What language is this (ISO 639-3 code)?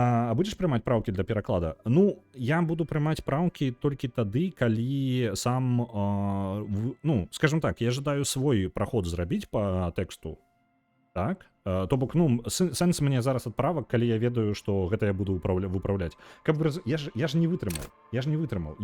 bel